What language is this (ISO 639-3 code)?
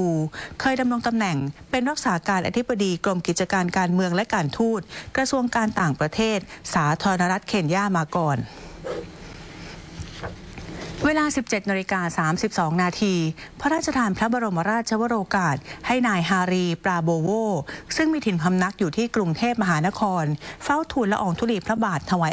tha